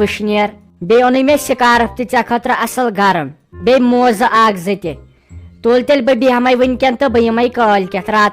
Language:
Kashmiri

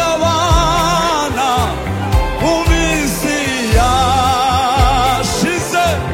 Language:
Kinyarwanda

